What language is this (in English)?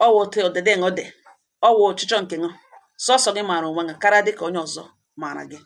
Igbo